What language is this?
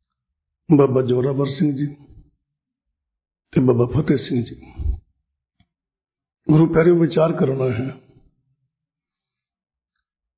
Punjabi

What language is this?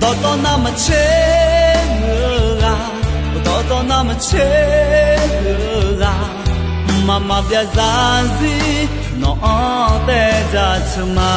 Akha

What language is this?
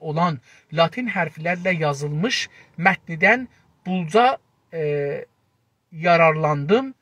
South Azerbaijani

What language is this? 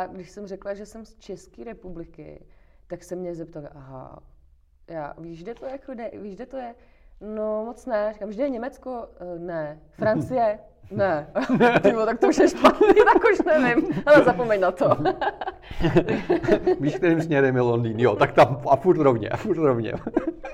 Czech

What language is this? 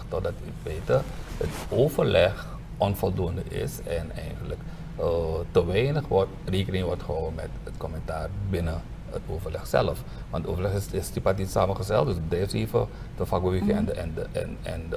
Dutch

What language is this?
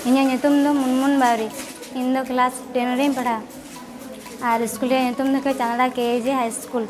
Santali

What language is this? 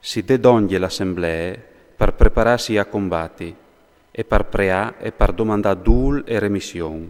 Friulian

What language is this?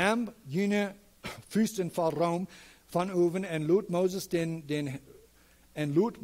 Plautdietsch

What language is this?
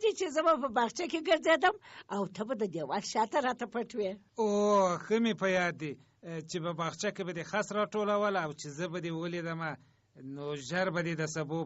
Pashto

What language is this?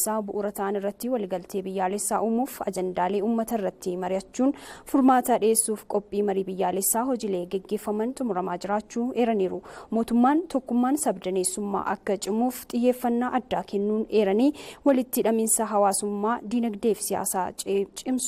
Oromo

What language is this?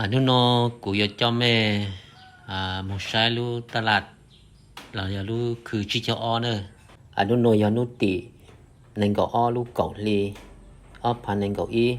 Hmong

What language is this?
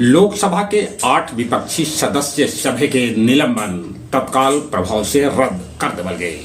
Magahi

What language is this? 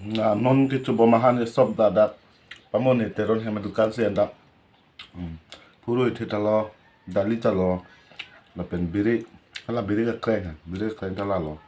Karbi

